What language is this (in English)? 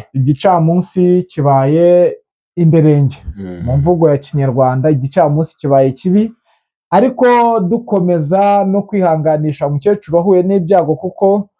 Kinyarwanda